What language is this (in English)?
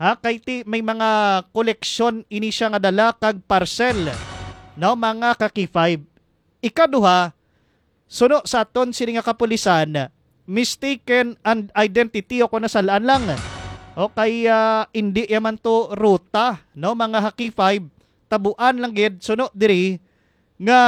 Hiligaynon